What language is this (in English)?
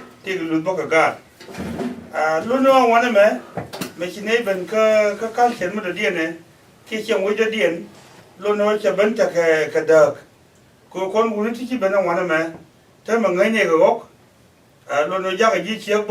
Nuer